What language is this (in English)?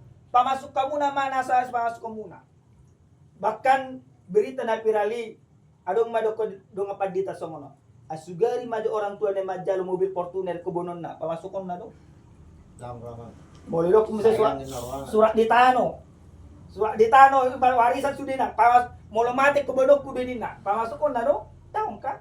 Batak Toba